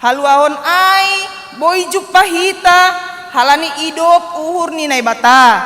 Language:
Batak Simalungun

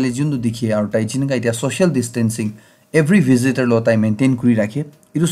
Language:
Naga Pidgin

